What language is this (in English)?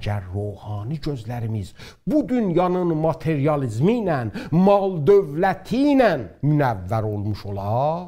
South Azerbaijani